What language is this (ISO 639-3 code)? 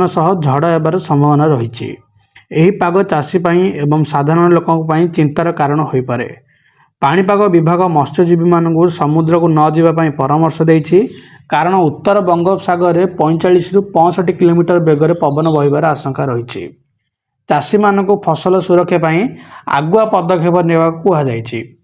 ori